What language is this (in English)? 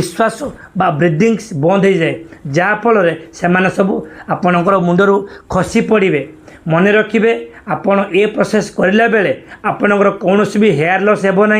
Odia